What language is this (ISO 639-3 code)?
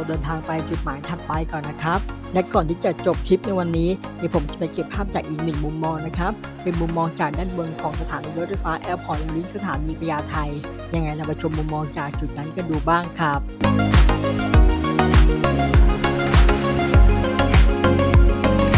tha